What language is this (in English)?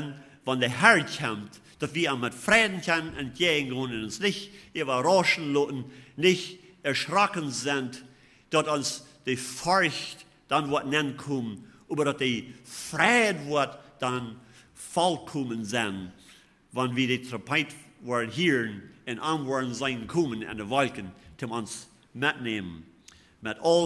Plautdietsch